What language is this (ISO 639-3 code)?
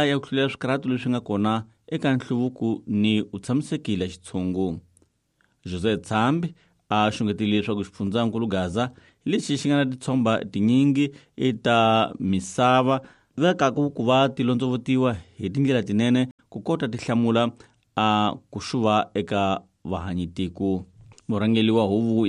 tso